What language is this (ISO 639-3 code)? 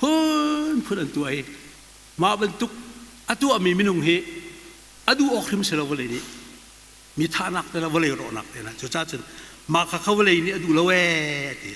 cnh